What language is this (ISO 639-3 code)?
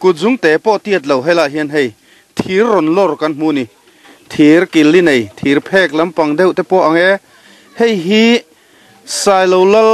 lus